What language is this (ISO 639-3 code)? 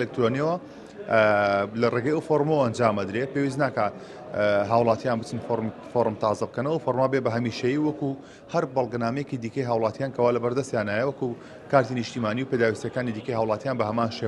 ckb